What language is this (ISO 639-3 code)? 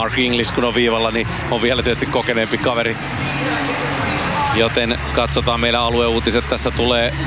fin